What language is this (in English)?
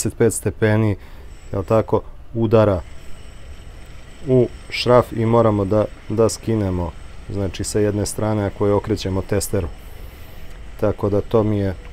Serbian